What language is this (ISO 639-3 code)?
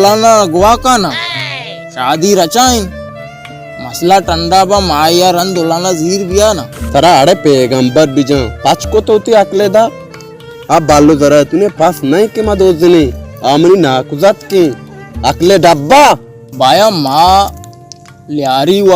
bal